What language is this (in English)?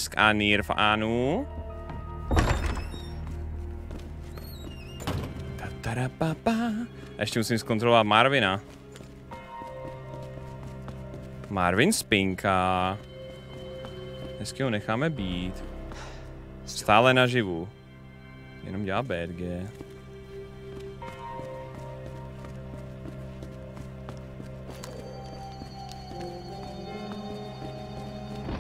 Czech